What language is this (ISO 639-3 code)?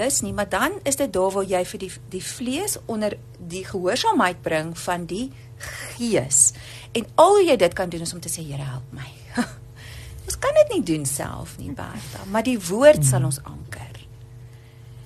afr